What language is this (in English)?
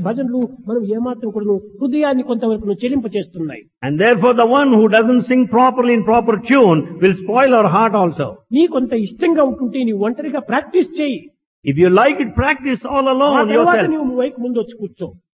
Telugu